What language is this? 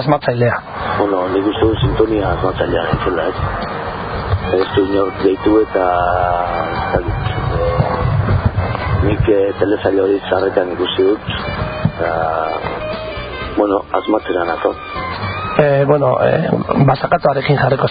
Basque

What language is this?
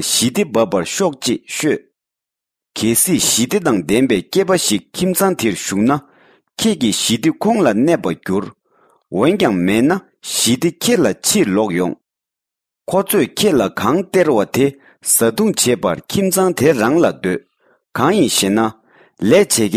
Tibetan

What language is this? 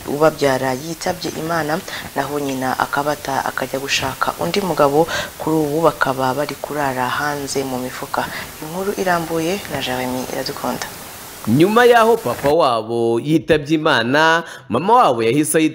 Kinyarwanda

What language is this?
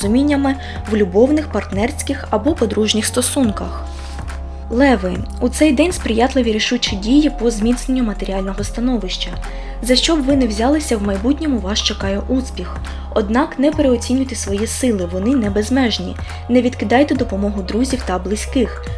Ukrainian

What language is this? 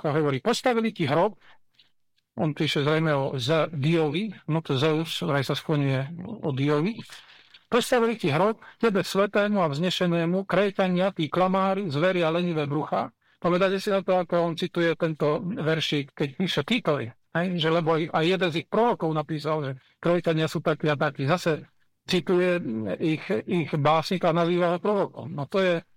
Slovak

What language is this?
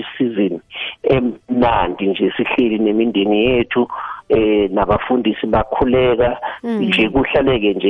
South Ndebele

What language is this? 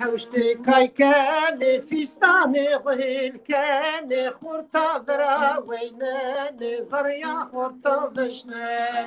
Zaza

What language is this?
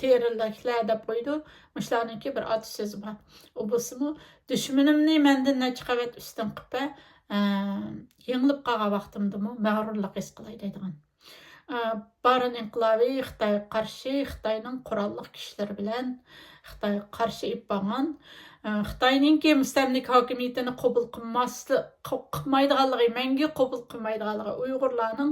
Uyghur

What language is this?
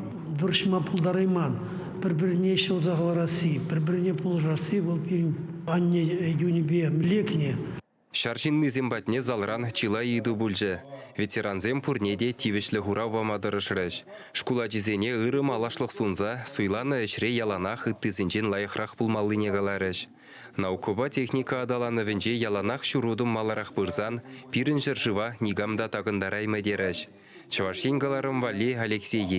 Chuvash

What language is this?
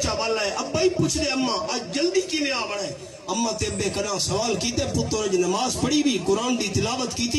Saraiki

